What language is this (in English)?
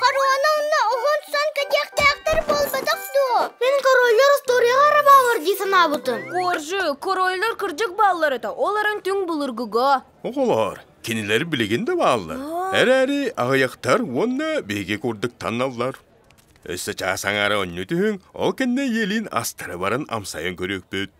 Yakut